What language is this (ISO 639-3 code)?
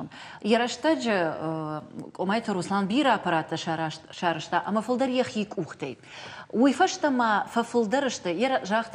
oss